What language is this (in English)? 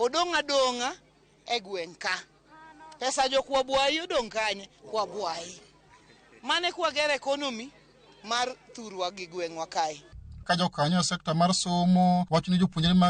Luo (Kenya and Tanzania)